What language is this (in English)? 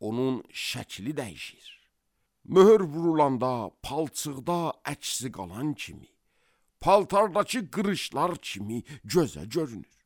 Azerbaijani